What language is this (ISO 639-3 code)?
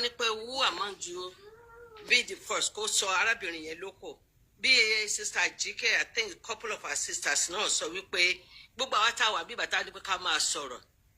yor